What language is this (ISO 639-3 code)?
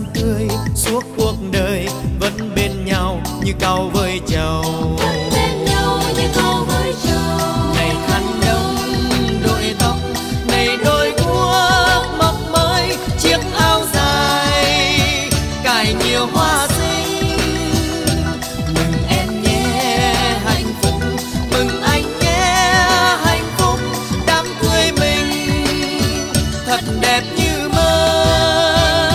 vie